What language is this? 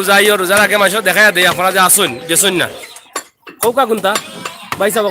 Sylheti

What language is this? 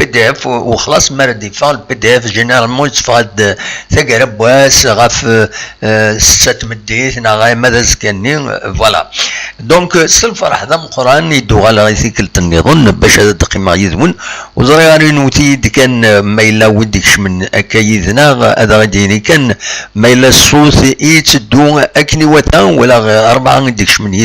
Kabyle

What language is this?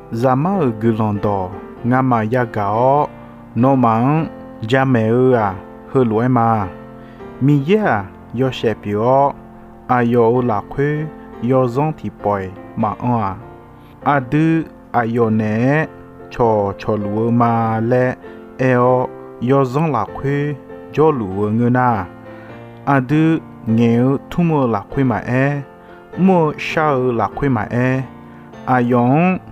Akha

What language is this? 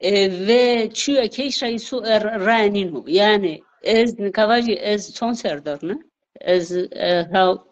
Zaza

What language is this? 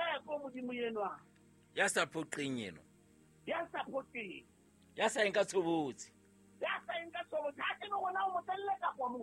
Southern Sotho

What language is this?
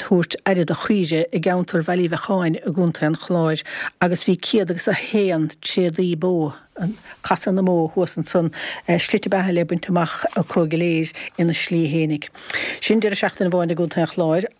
Irish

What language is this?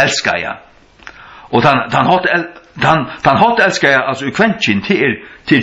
Faroese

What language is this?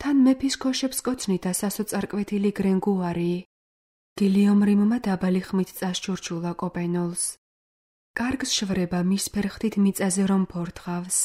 Georgian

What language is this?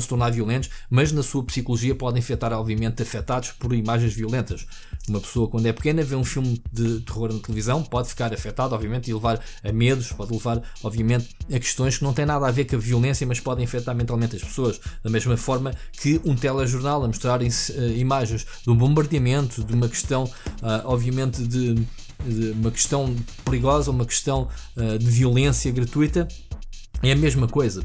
Portuguese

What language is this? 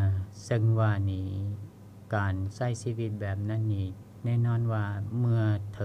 Lao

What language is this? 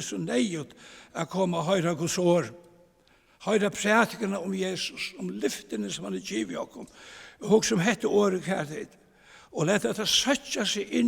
Faroese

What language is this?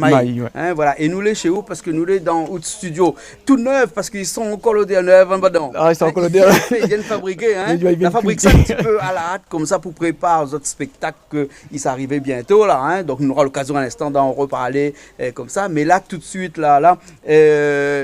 Réunion Creole French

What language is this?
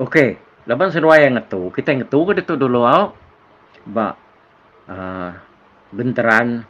Iban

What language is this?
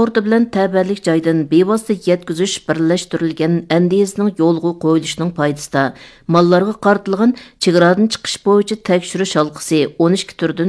Uyghur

